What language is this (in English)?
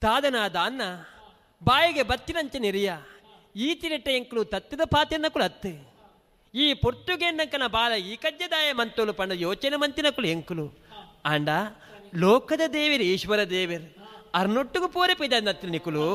Tulu